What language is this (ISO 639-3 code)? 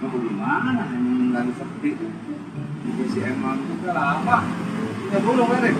bew